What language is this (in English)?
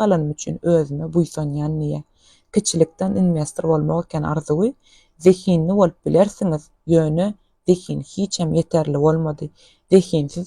Turkmen